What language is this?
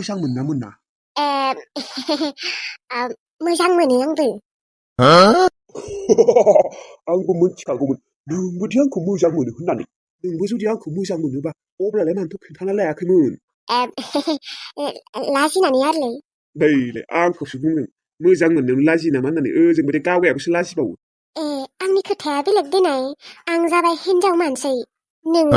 Bodo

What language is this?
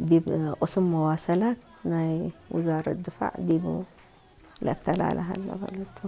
Tigre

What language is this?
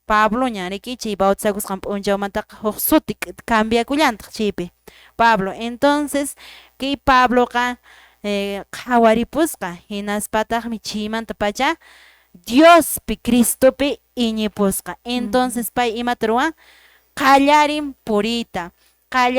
Quechua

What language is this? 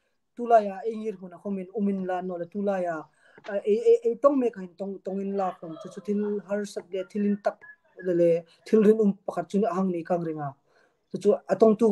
Hmar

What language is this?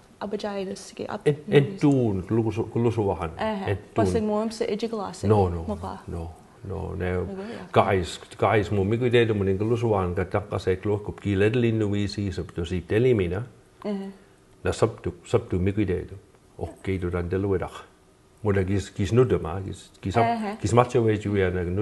Mi'kmaw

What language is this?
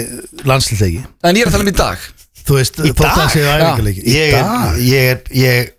Icelandic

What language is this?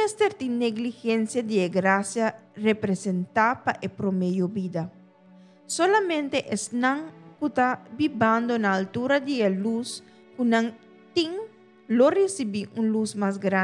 Papiamento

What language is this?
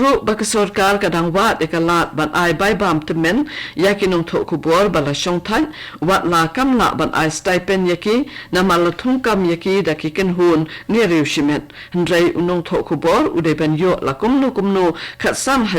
Khasi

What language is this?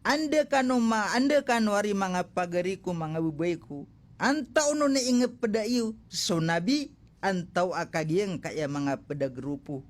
Maranao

